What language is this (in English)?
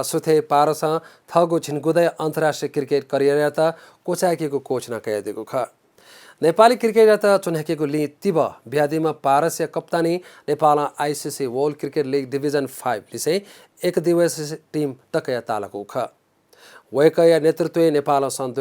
Newari